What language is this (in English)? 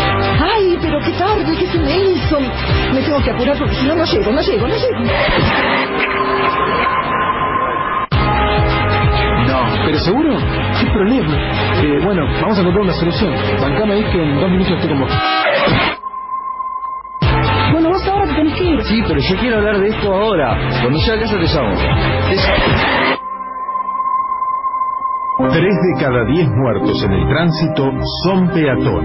Spanish